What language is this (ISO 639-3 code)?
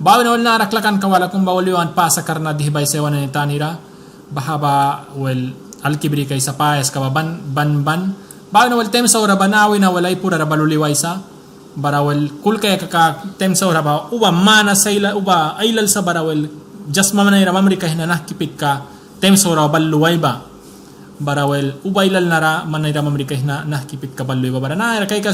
miq